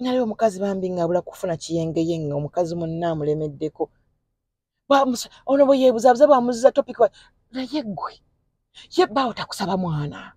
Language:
Ganda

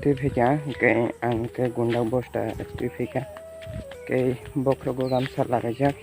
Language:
Kok Borok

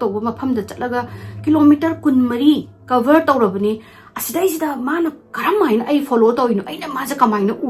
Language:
Manipuri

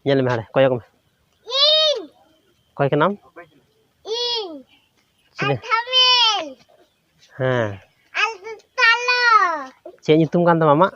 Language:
Santali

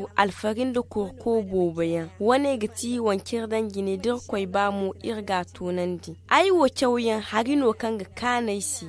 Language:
Zarma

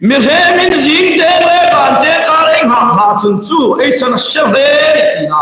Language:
Hmar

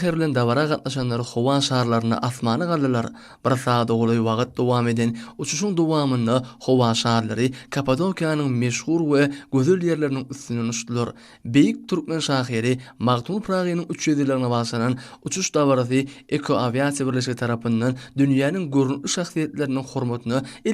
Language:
Turkmen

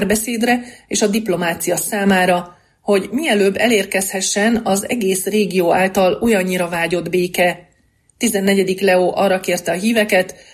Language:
Hungarian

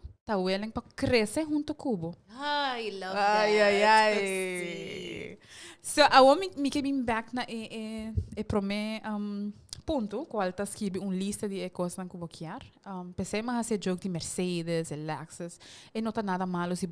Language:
Papiamento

